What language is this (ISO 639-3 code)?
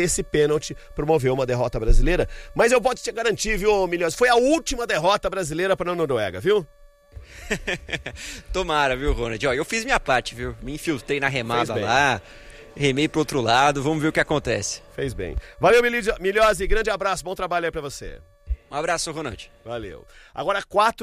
por